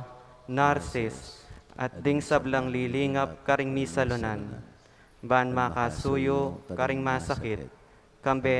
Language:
Pampanga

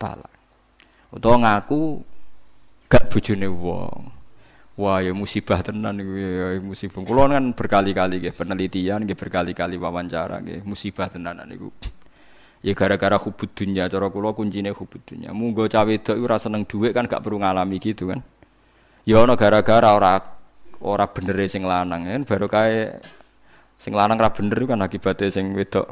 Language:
Javanese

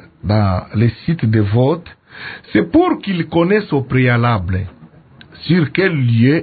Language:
French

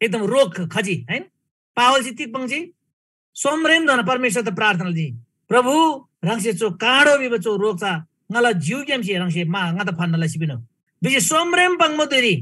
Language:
Eastern Tamang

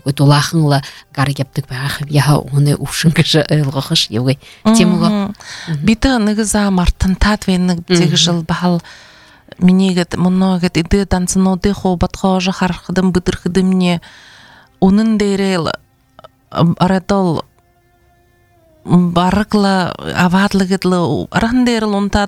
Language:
Buriat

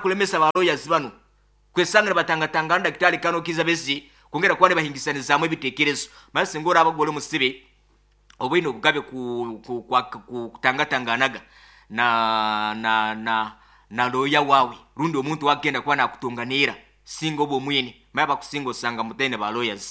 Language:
Nyoro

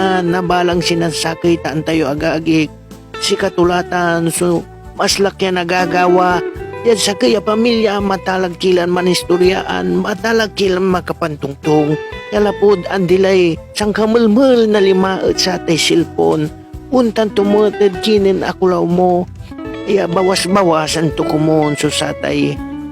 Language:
Pangasinan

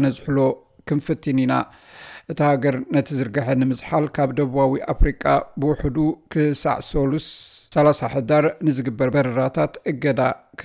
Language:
Tigrinya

